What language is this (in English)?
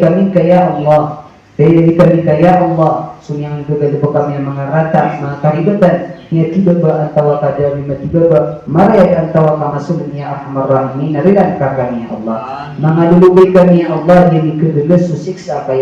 Maranao